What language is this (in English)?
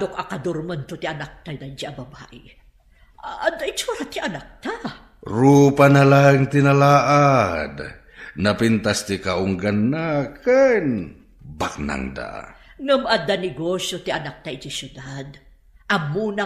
Iloko